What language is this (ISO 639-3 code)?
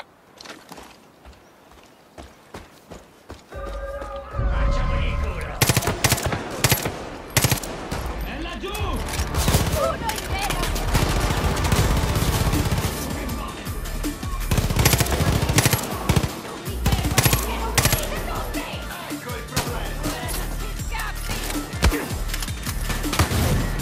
ita